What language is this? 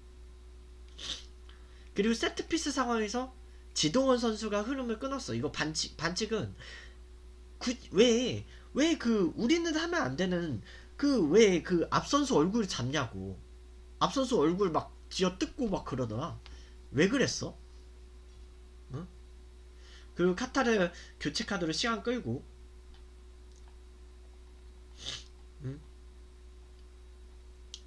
Korean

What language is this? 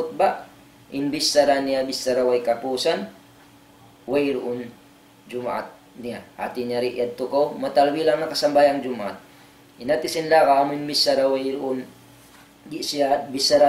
Tausug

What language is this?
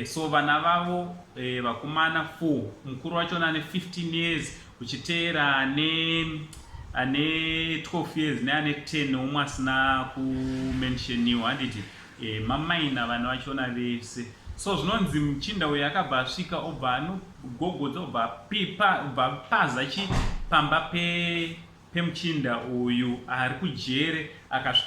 Shona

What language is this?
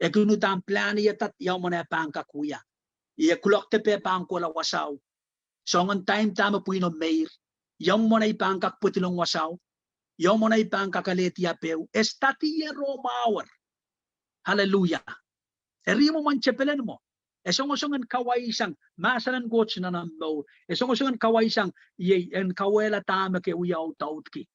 Pohnpeian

